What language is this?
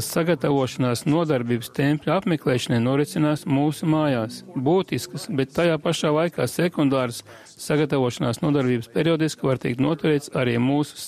Latvian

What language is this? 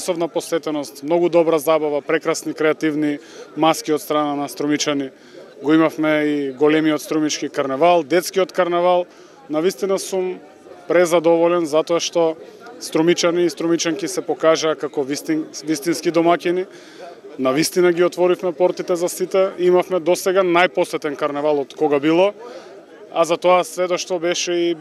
Macedonian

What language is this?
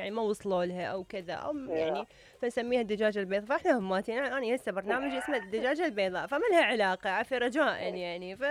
Mesopotamian Arabic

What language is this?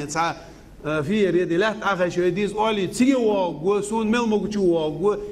Ingush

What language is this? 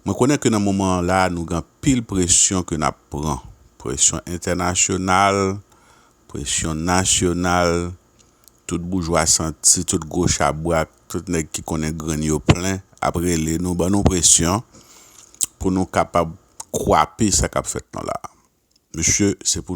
Haitian Creole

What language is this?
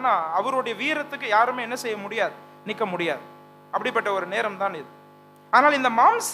Tamil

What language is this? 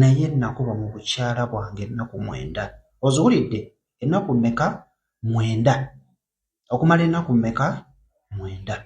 Ganda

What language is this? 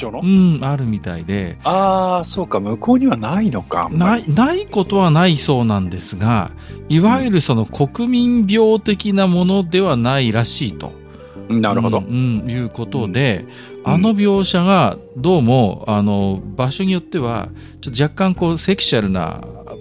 Japanese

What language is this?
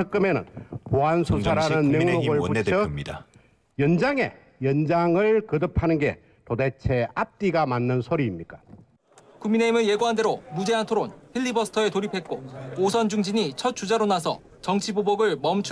Korean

